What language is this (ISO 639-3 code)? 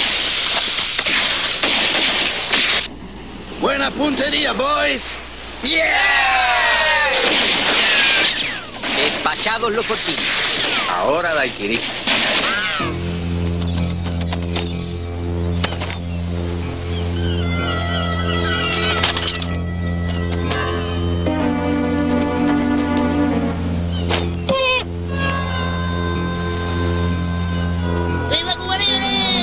spa